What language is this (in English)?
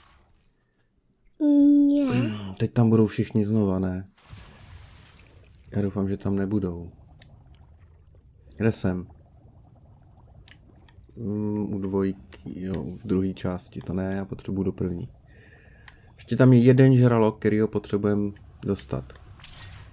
Czech